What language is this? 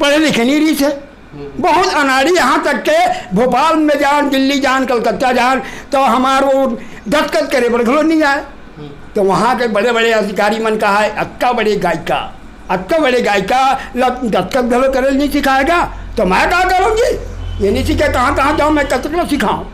Chhattisgarhi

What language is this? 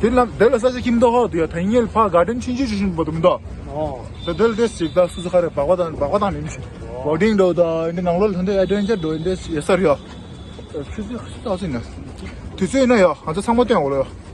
Tibetan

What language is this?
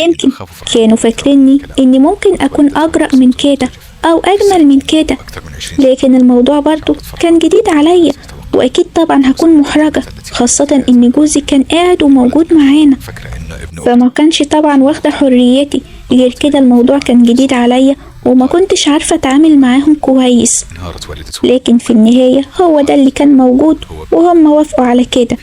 Egyptian Arabic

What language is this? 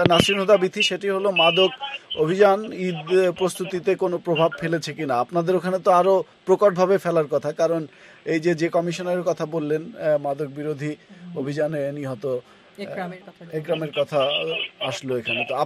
Bangla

